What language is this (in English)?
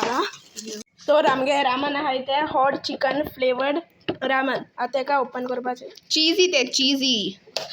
Konkani